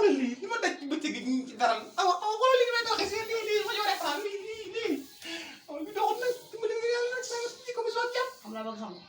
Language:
Wolof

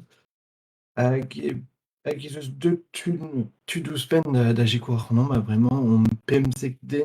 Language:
Breton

